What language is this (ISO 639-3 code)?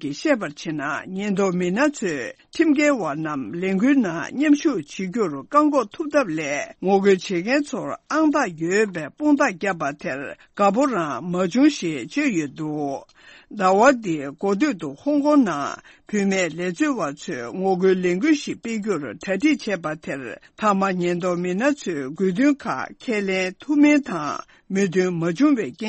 bod